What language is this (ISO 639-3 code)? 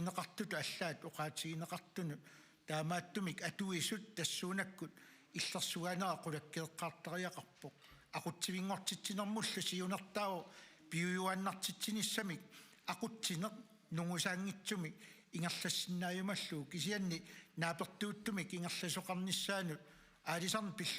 kal